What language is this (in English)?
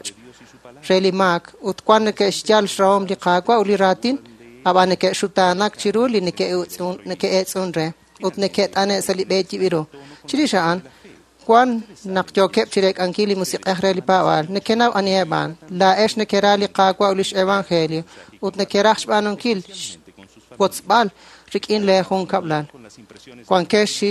Kekchí